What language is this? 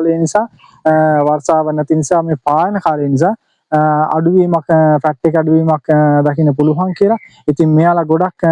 Sinhala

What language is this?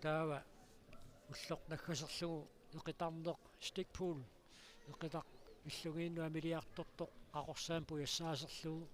Kalaallisut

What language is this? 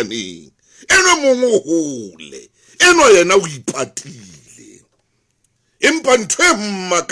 Southern Sotho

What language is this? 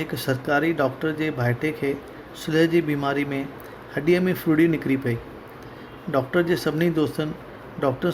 Sindhi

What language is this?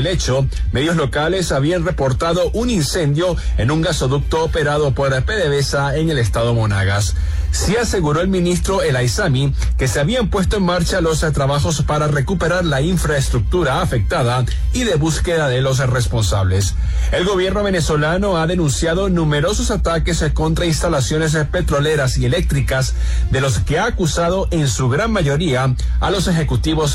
Spanish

